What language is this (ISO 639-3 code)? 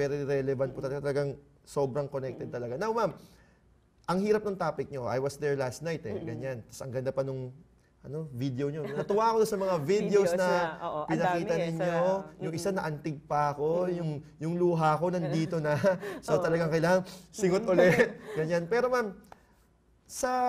fil